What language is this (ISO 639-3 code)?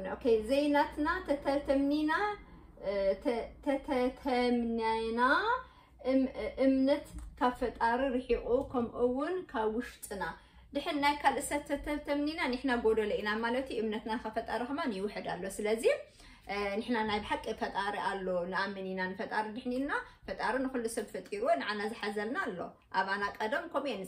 tir